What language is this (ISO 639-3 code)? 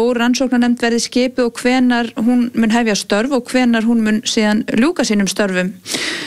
isl